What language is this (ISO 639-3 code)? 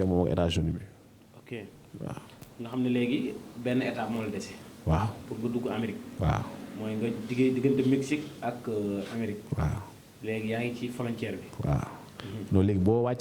wol